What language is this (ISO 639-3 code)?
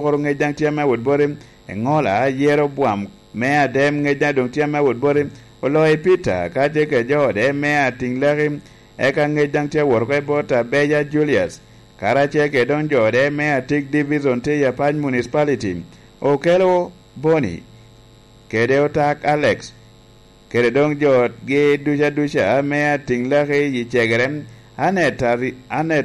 laj